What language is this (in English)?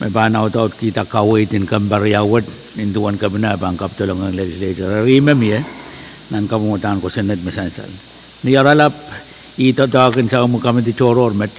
Pohnpeian